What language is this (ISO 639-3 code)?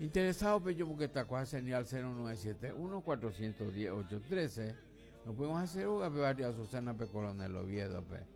grn